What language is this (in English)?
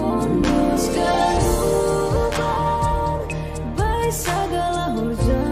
Batak Simalungun